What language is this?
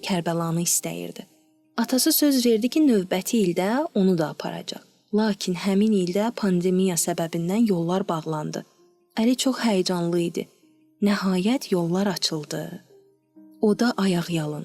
Azerbaijani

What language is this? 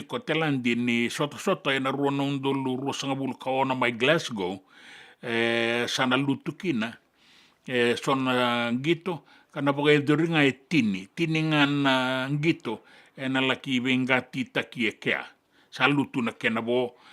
Fijian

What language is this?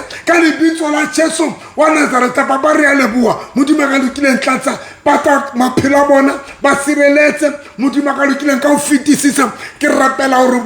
Southern Sotho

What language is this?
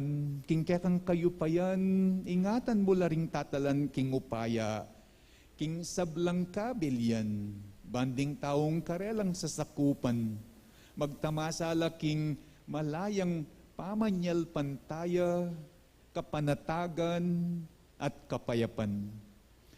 Pampanga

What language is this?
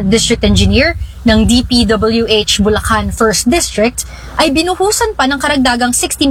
Filipino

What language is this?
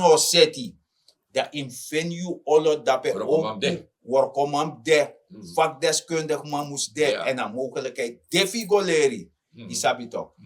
Sranan Tongo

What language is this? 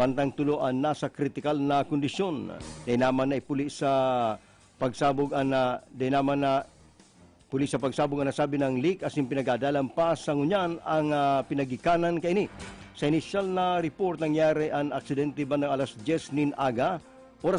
Bikol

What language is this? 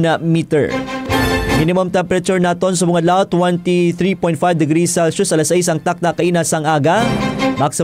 Hiligaynon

